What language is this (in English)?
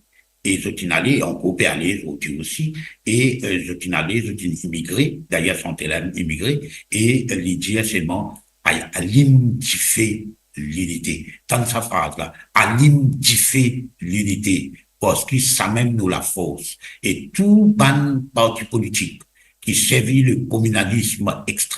Morisyen